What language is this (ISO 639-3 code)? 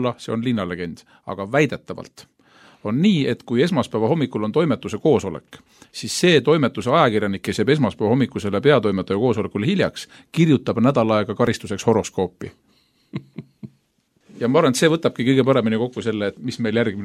est